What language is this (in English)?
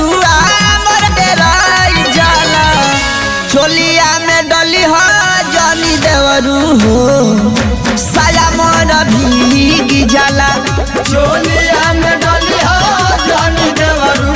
Bhojpuri